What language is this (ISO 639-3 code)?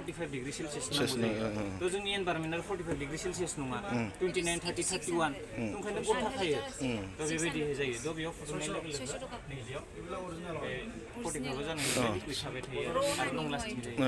brx